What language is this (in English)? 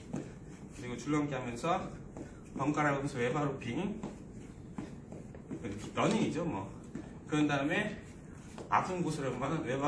Korean